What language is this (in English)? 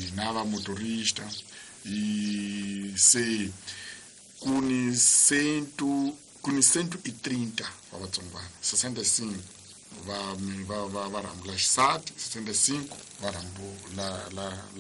Tsonga